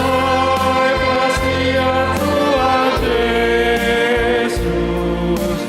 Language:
Batak Simalungun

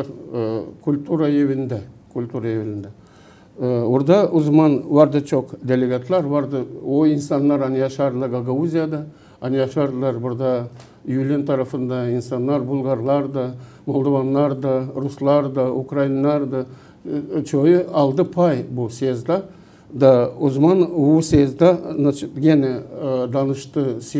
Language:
Gagauz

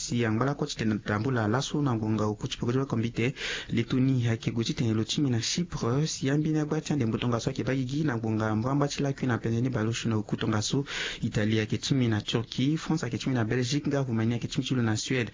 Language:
Sango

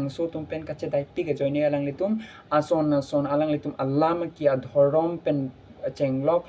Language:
Karbi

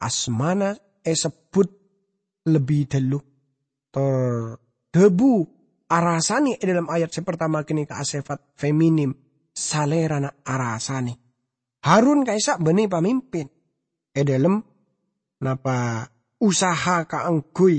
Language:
Madurese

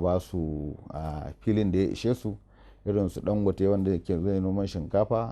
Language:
Hausa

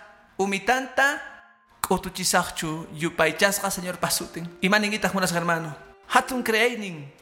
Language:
Quechua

